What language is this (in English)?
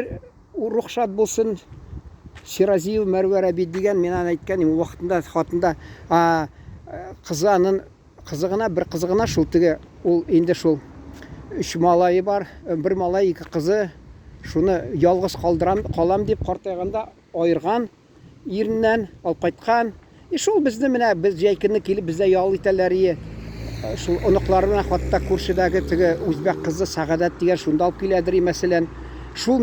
Tatar